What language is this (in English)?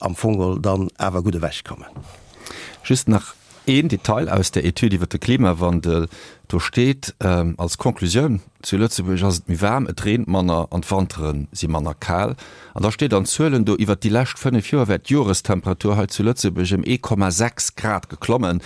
Luxembourgish